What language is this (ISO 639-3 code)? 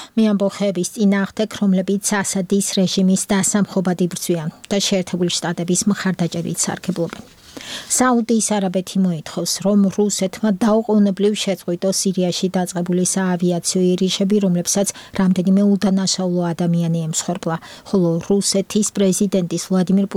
kat